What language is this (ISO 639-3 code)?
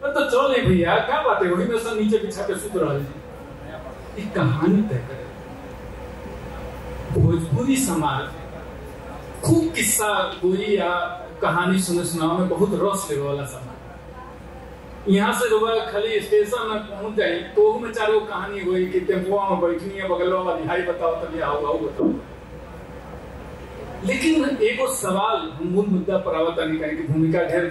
bho